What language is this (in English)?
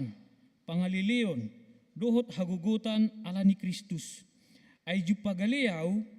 Batak Toba